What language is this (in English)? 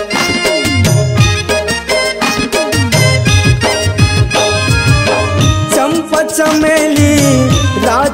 Chhattisgarhi